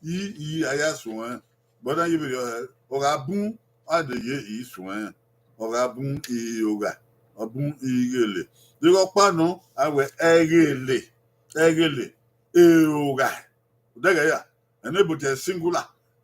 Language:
Bini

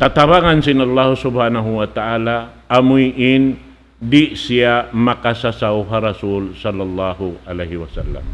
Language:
Tausug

